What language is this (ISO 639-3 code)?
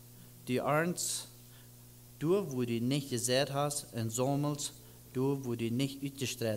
pdt